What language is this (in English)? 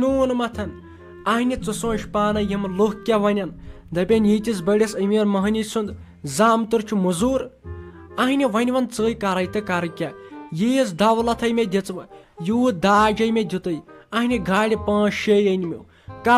Kashmiri